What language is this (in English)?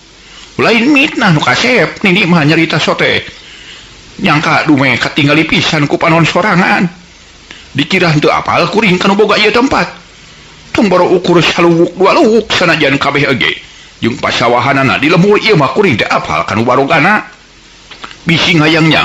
Sundanese